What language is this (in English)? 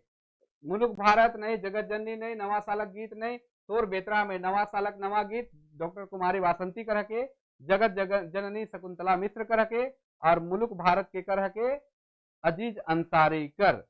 Sadri